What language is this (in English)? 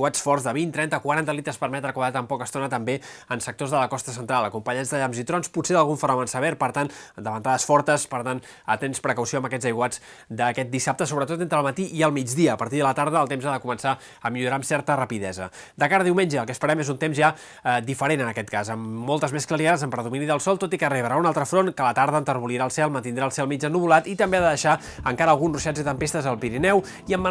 Catalan